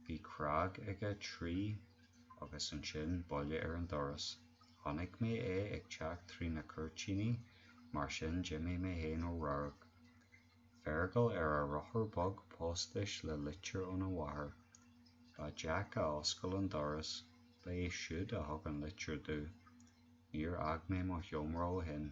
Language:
Irish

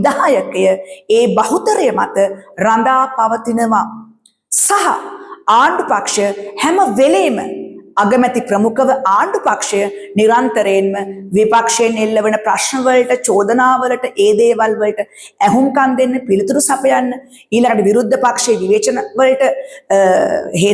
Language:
Sinhala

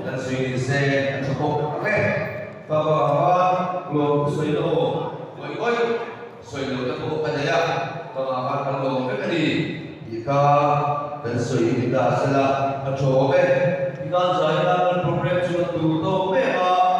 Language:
Mizo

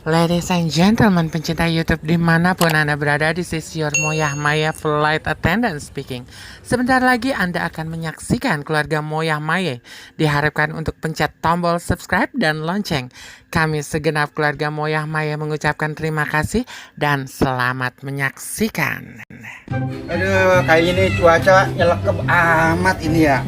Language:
Betawi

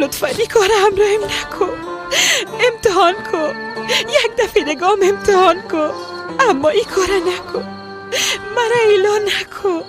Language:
Persian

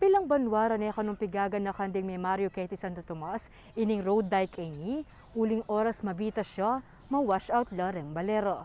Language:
Pampanga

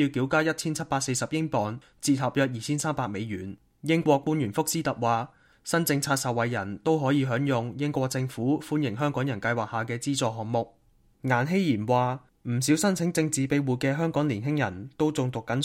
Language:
Cantonese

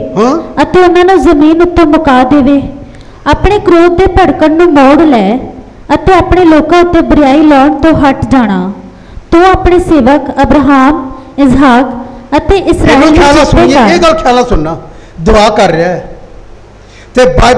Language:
Punjabi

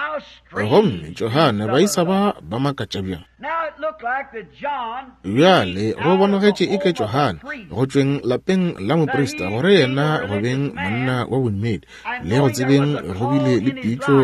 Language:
Northern Sotho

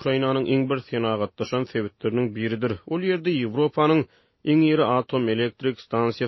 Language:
Turkmen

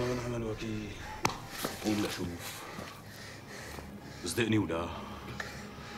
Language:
North Levantine Arabic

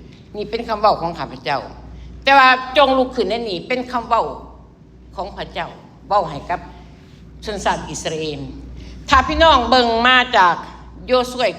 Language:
Lao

